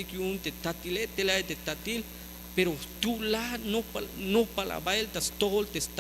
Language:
Tzeltal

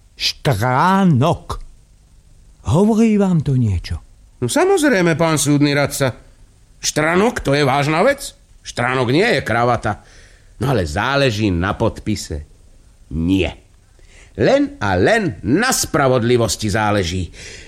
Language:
Slovak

